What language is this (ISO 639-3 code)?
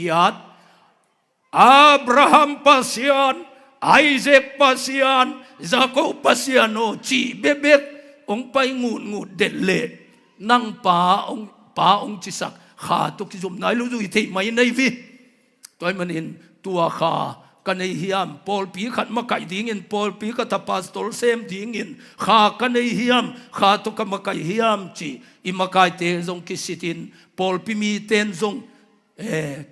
ctd